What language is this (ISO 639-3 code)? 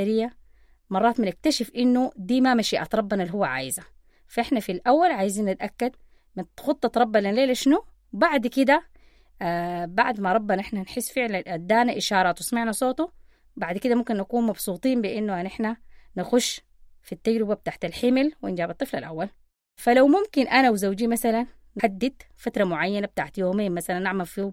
apd